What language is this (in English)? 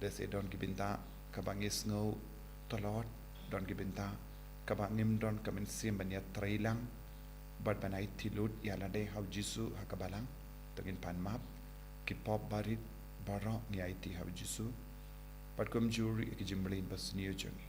Khasi